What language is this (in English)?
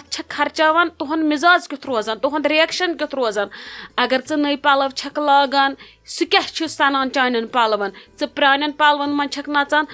Kashmiri